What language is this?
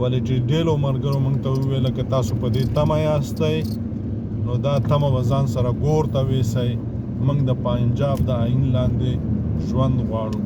Pashto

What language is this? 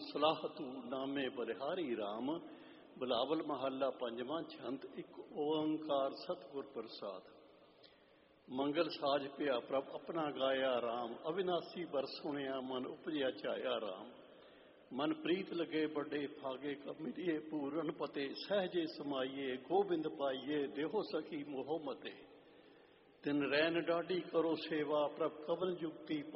Punjabi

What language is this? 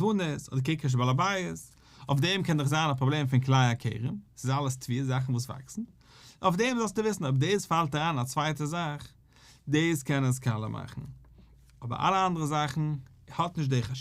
Yiddish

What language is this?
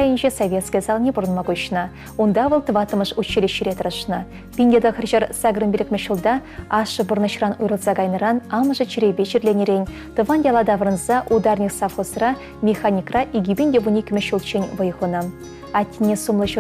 Chuvash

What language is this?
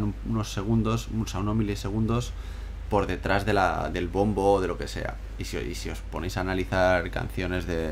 Spanish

